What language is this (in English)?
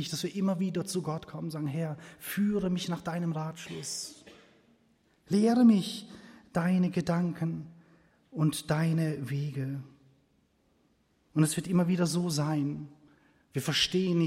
German